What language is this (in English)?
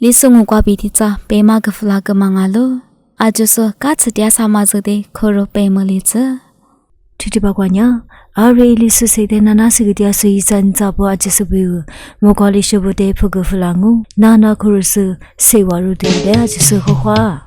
Lisu